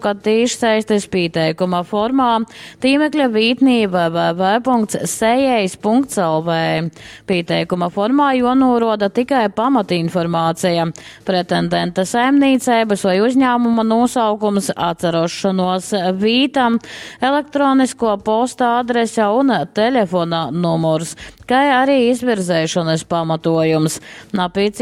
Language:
Latgalian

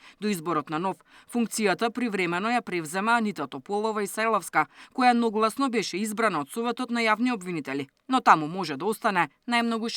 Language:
Macedonian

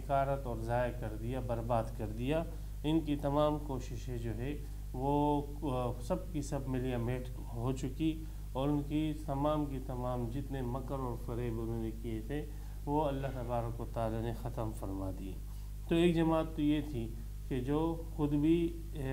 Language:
Urdu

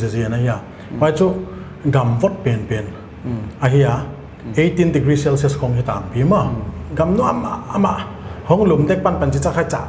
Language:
Paite Chin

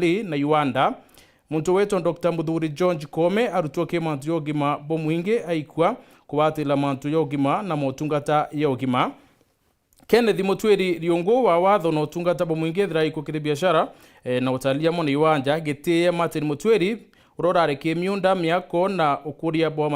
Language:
Meru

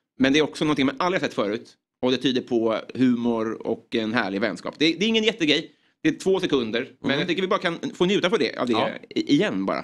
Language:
Swedish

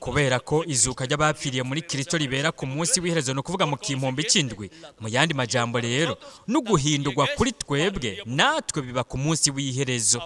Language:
Rundi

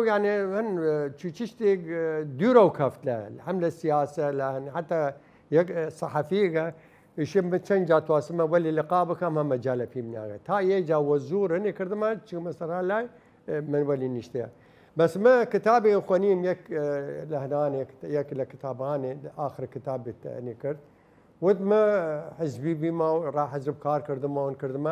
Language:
Southern Kurdish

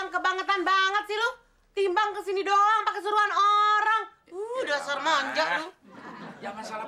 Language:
Indonesian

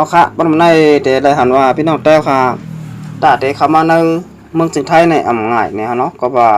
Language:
Shan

